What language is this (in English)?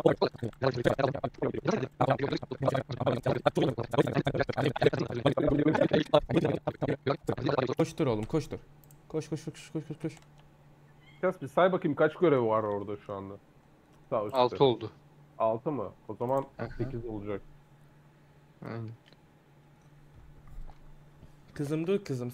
Turkish